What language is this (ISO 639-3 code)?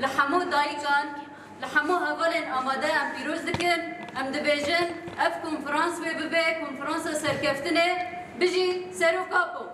kur